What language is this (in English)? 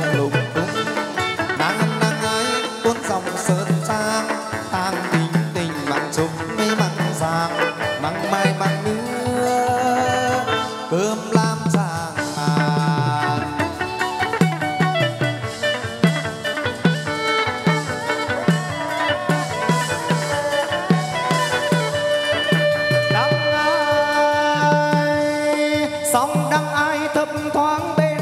Vietnamese